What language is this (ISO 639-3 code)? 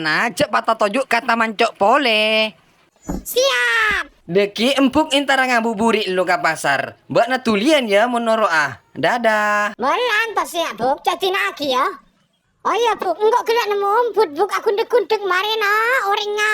mad